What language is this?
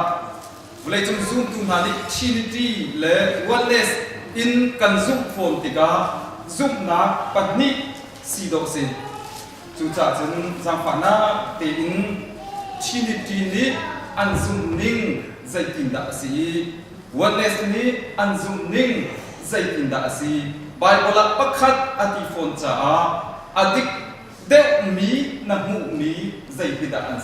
Hakha Chin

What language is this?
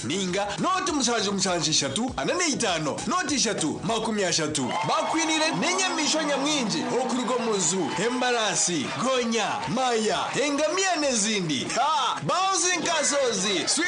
Nyankole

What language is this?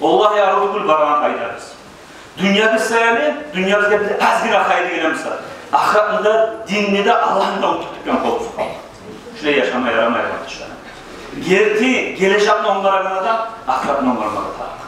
Kumyk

